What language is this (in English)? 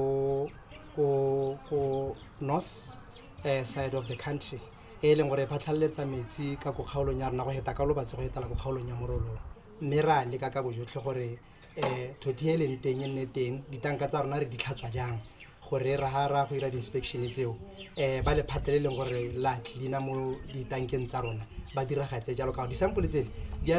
Tswana